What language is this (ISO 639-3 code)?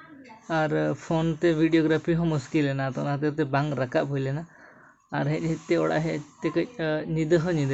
sat